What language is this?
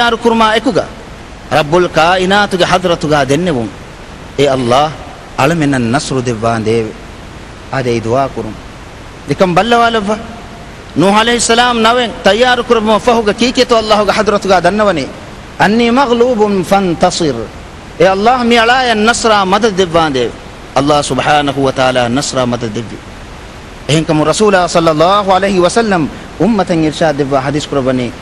Divehi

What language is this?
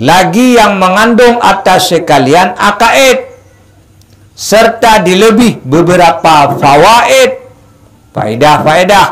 Achinese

